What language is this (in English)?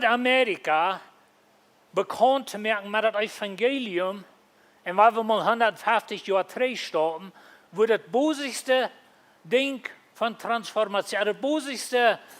Plautdietsch